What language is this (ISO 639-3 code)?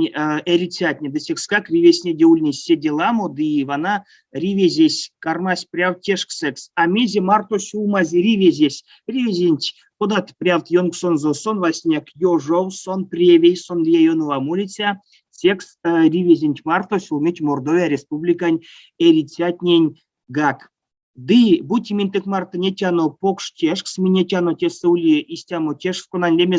myv